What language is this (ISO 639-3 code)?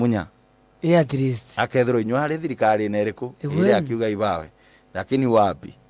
mer